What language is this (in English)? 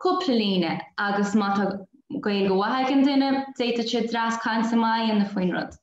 Irish